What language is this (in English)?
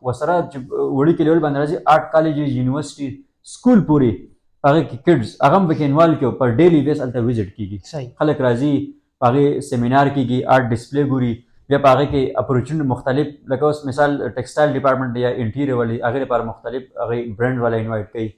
Pashto